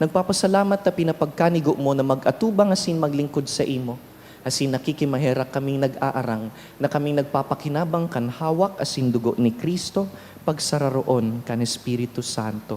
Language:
Bikol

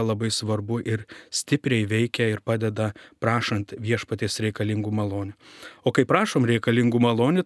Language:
Lithuanian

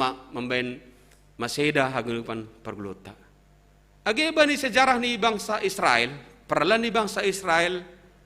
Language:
Batak Simalungun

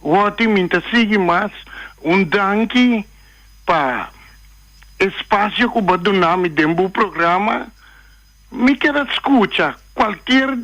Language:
Papiamento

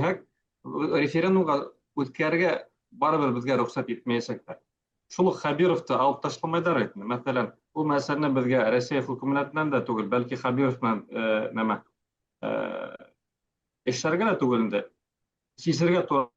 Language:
Bashkir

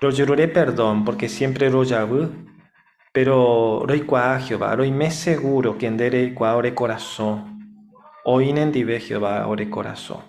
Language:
Guarani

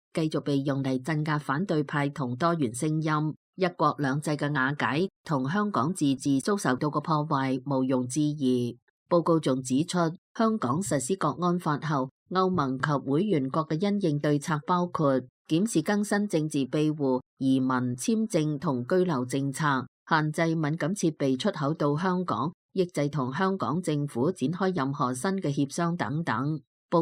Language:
Cantonese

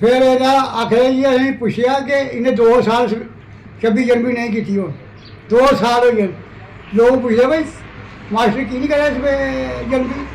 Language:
Dogri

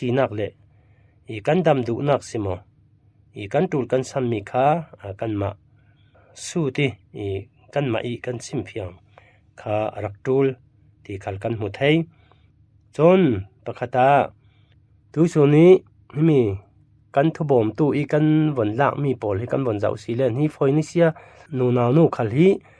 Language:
Falam Chin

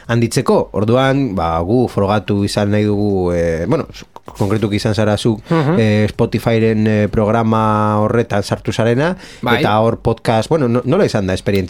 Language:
Basque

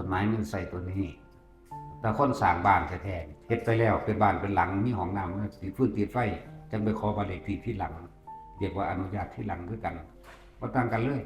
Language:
Northeastern Thai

